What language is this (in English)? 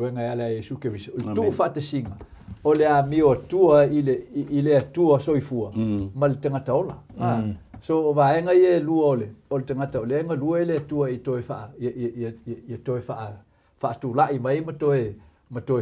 Samoan